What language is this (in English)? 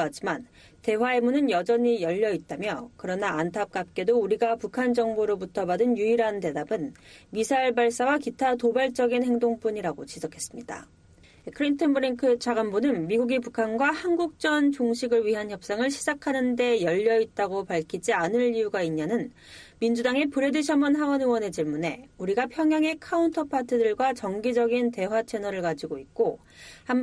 Korean